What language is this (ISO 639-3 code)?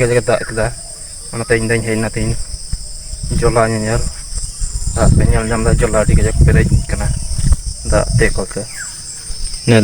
sat